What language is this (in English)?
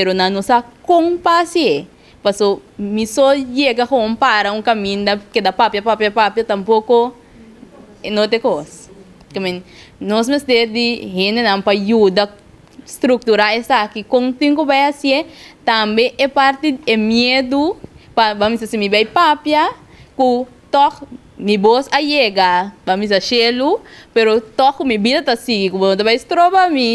Papiamento